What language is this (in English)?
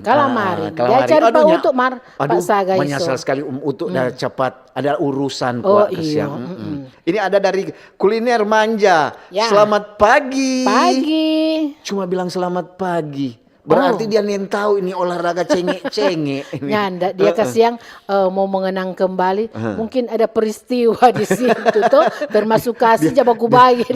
Manado Malay